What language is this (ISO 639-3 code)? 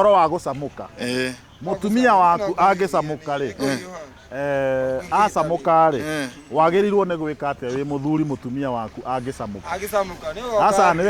kik